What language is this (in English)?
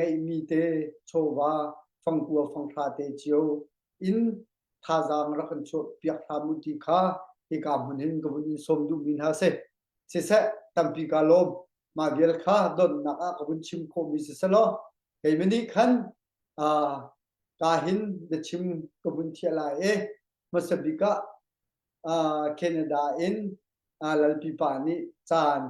Hakha Chin